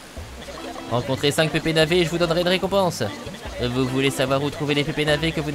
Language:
French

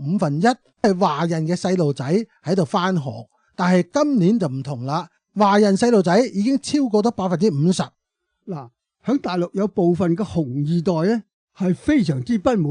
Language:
Cantonese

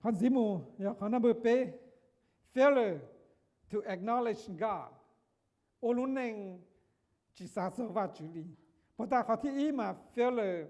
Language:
Hmong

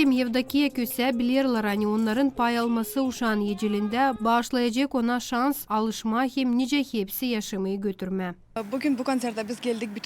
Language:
Gagauz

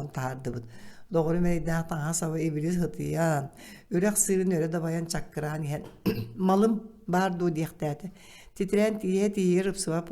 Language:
Yakut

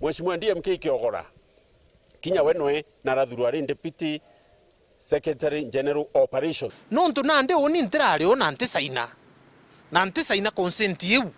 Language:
Meru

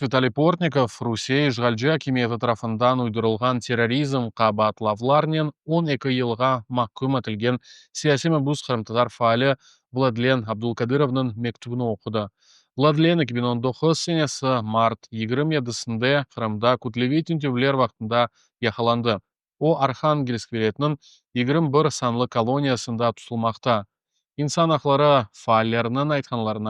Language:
Crimean Tatar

